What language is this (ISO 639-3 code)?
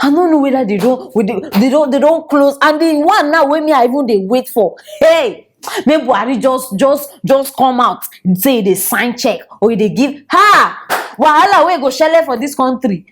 pcm